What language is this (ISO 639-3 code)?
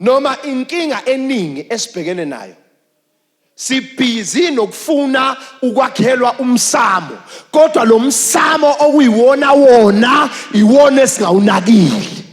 zul